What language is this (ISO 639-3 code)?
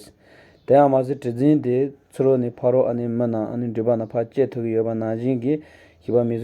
bod